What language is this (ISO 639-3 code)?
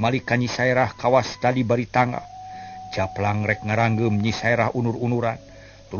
sun